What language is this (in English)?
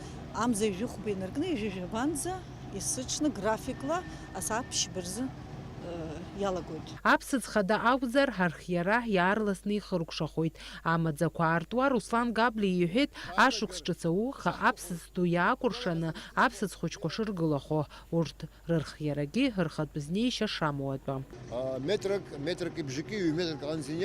Abkhazian